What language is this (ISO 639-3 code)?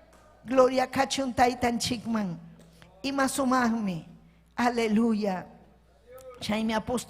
quy